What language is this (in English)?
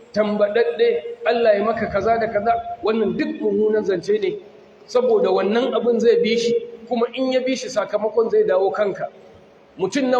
Hausa